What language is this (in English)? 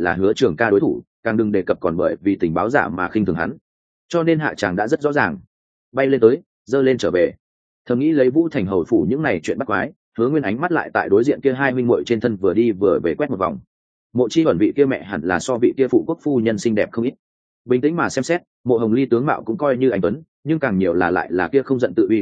Vietnamese